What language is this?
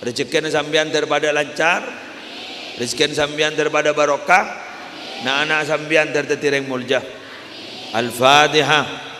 Madurese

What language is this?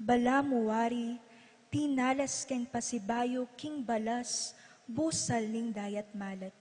Pampanga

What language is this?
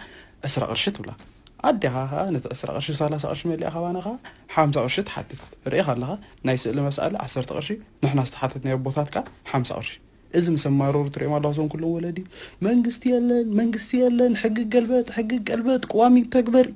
Tigrinya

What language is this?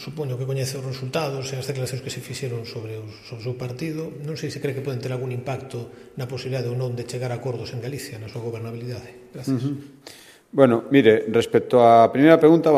Galician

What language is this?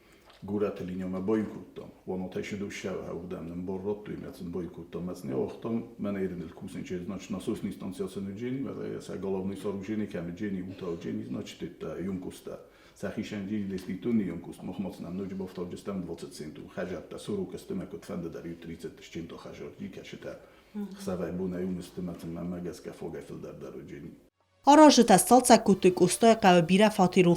Ossetic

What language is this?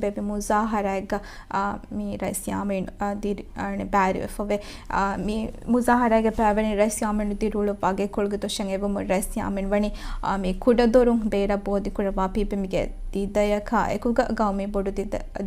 Divehi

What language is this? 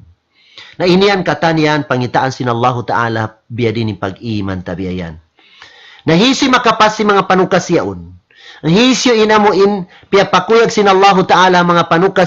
Tausug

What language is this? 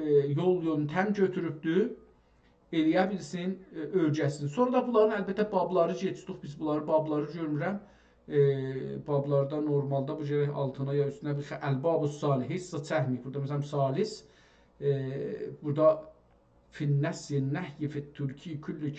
South Azerbaijani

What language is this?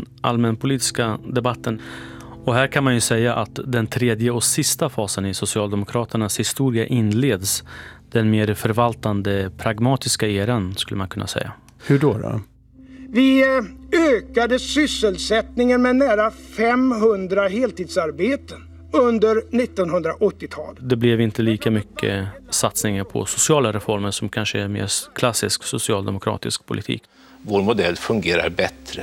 Swedish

